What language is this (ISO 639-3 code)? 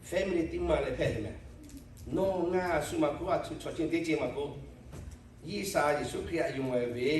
lhu